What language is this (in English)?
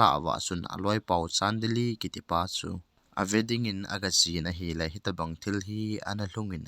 Thado Chin